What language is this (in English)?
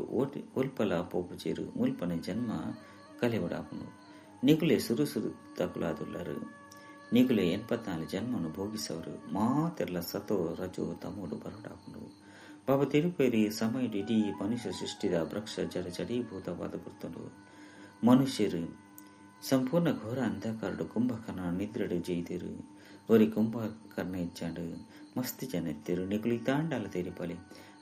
Tulu